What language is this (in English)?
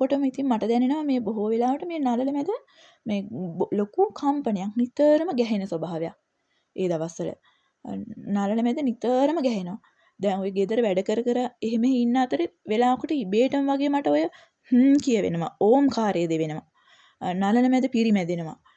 Sinhala